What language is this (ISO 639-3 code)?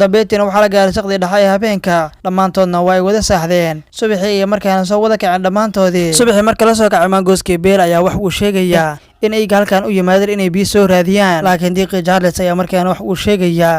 som